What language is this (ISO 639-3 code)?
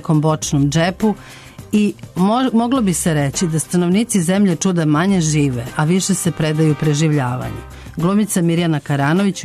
srp